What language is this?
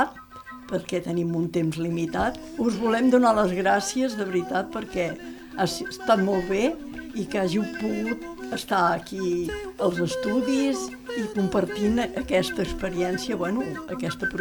Catalan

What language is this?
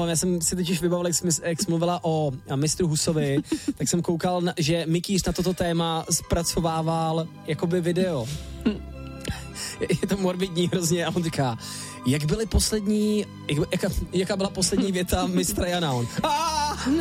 Czech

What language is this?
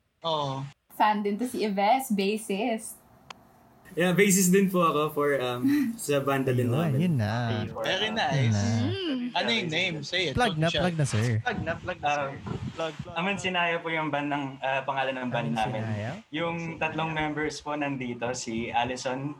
Filipino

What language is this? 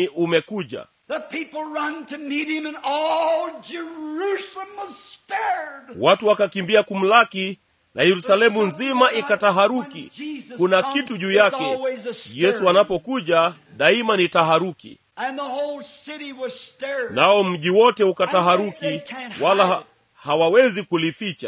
Swahili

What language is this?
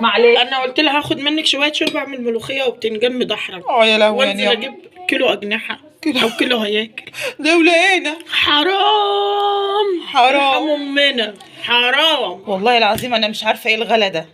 Egyptian Arabic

